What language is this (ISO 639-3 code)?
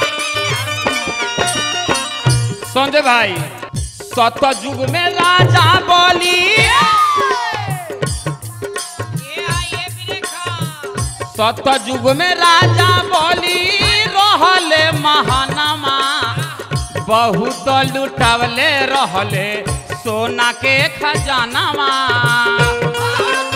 bho